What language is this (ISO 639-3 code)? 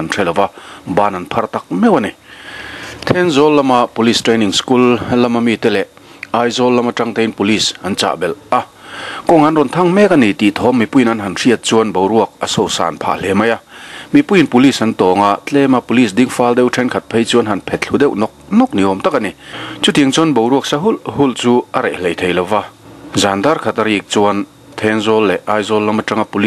lus